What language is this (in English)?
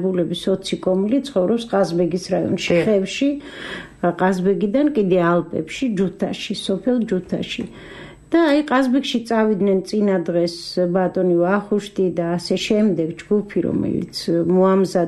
Georgian